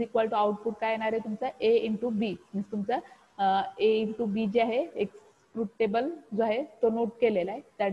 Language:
Marathi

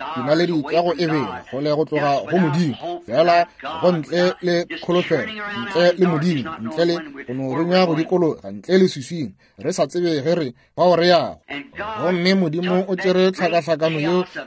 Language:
Northern Sotho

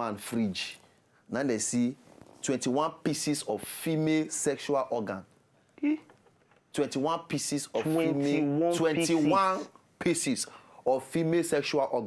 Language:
Nigerian Pidgin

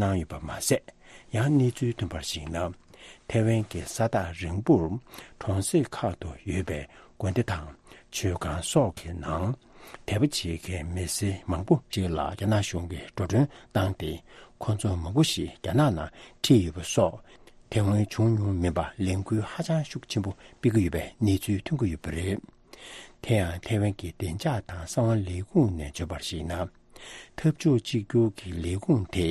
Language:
Tibetan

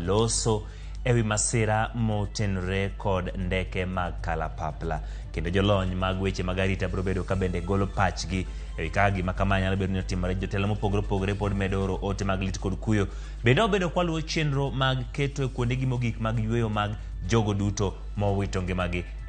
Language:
Luo (Kenya and Tanzania)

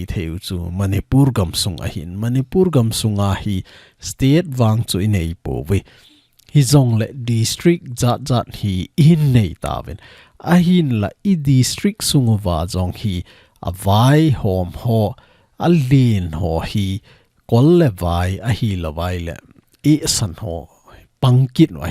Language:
Thado Chin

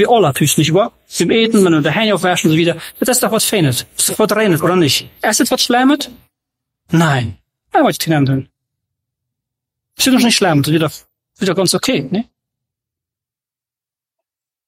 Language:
German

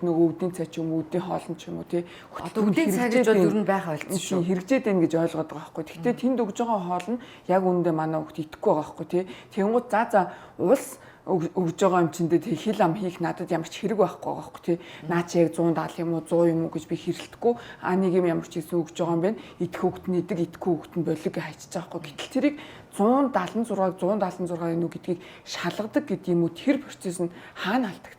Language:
Mongolian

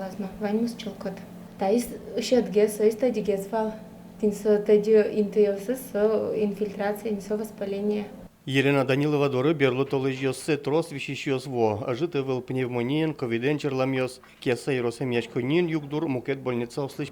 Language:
Udmurt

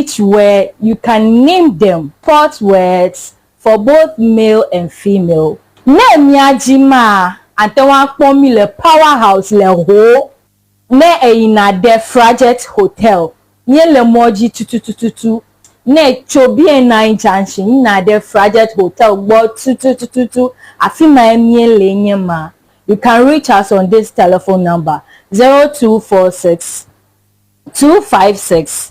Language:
Ewe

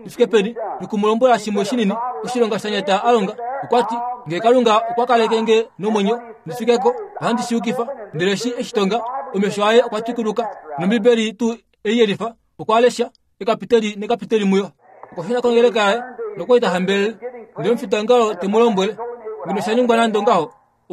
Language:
Kuanyama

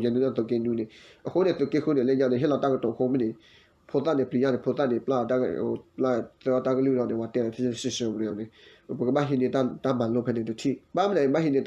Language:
S'gaw Karen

